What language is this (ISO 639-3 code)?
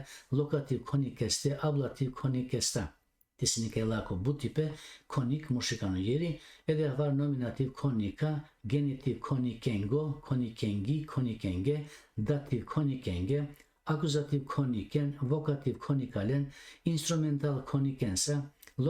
rmn